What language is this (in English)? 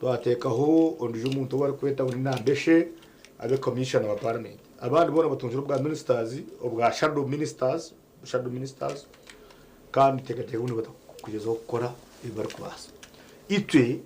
Nyankole